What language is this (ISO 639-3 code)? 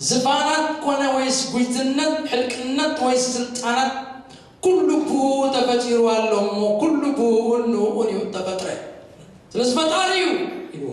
tir